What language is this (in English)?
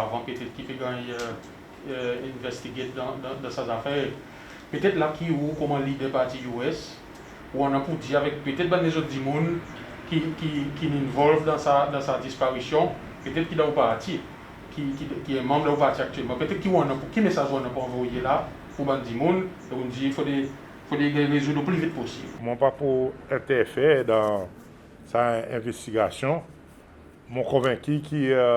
Seselwa Creole French